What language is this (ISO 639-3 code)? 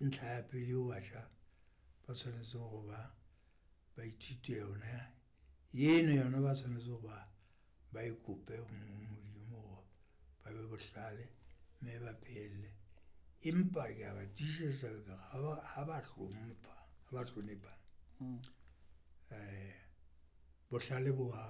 sot